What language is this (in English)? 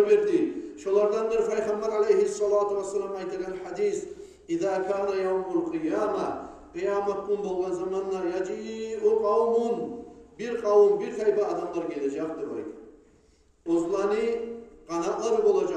Kumyk